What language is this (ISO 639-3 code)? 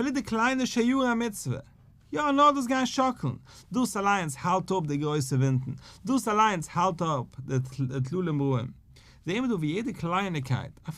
yid